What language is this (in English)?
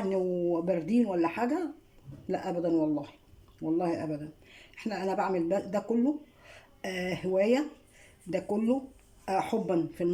Egyptian Arabic